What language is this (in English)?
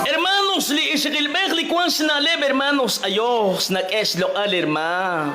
Kekchí